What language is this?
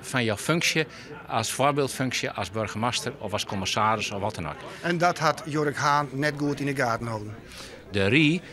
Western Frisian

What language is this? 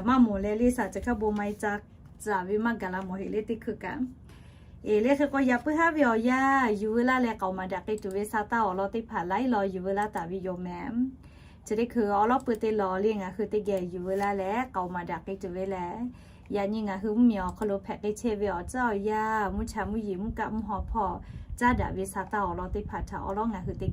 Lahu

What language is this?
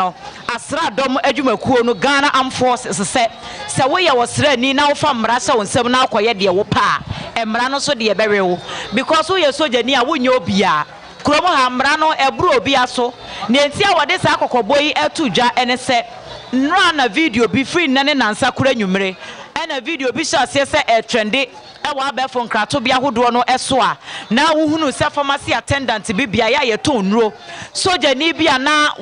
Akan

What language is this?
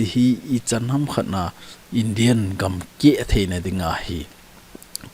Thado Chin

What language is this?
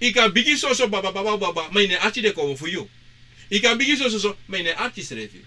Sranan Tongo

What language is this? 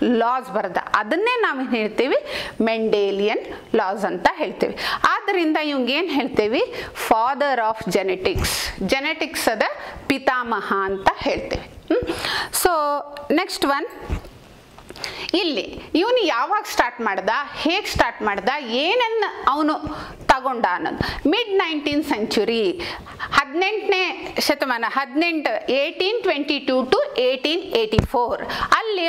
Kannada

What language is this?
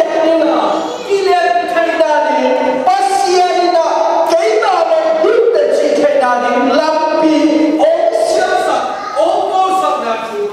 Tedim Chin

